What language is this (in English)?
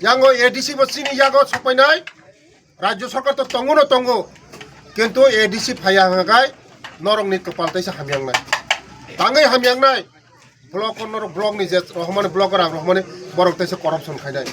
Kok Borok